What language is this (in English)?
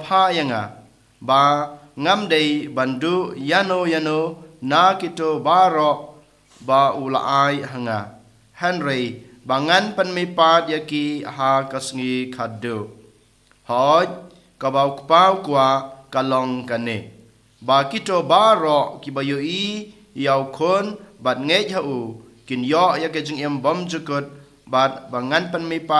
Khasi